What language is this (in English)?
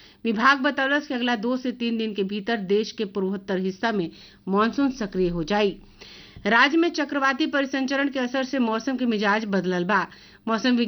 Bhojpuri